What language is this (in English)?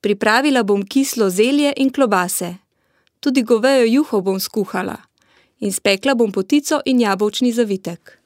Slovenian